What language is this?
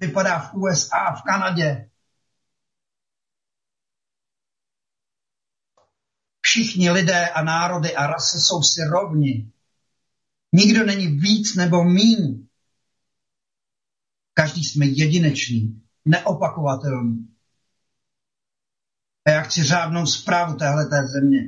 Czech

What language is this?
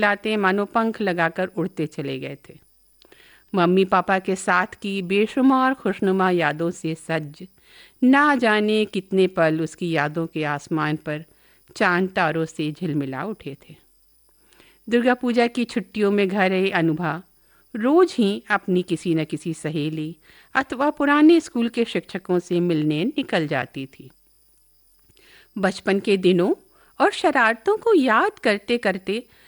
Hindi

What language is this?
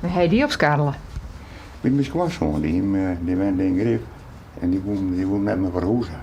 Western Frisian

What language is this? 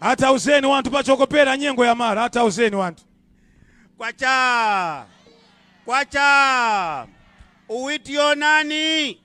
Nyanja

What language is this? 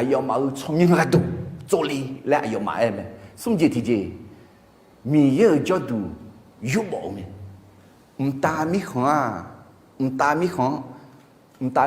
Akha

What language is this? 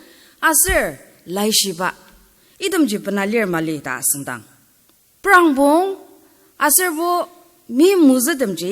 Ao Naga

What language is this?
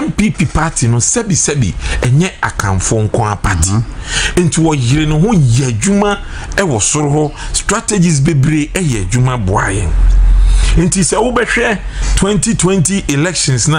Akan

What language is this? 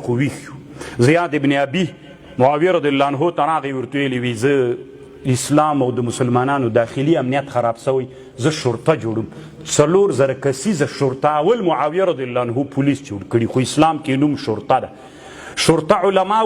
Pashto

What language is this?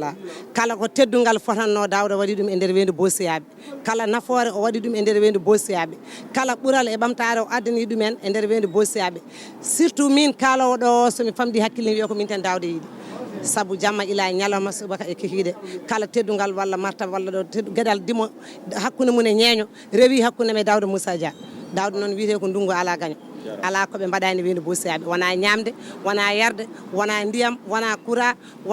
Fula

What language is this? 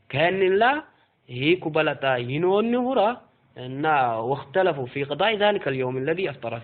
Sidamo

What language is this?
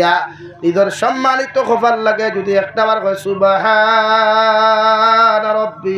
Sylheti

